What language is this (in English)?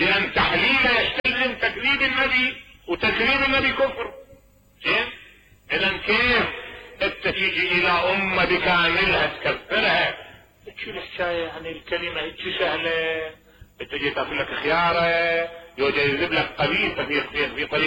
Mesopotamian Arabic